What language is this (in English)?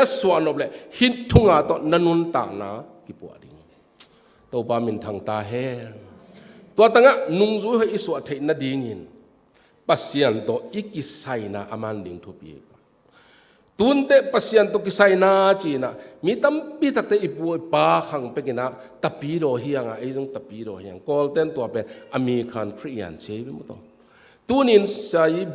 Tedim Chin